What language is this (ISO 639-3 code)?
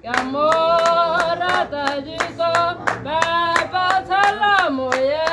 tsn